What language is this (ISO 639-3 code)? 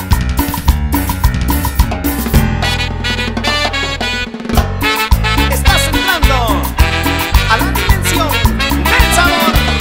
spa